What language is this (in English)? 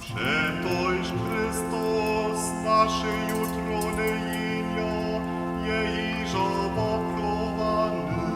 Upper Sorbian